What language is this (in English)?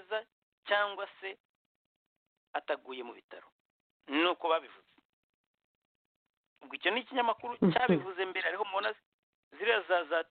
Kinyarwanda